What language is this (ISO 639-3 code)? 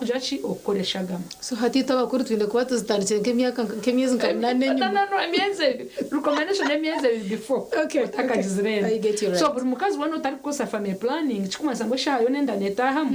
nyn